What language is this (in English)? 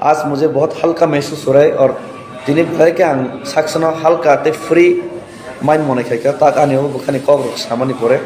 Kok Borok